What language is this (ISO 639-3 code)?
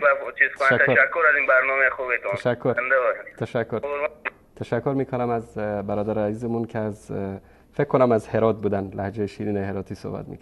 fas